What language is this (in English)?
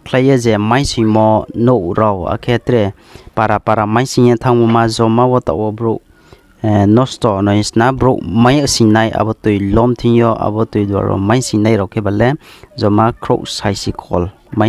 Riang (India)